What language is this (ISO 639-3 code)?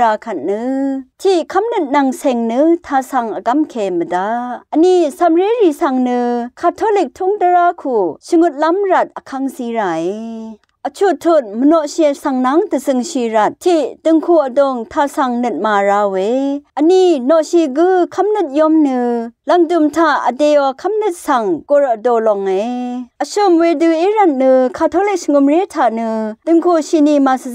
raw